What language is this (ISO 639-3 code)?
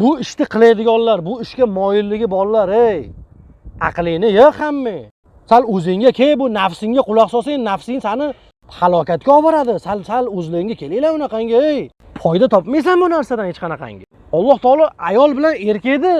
uzb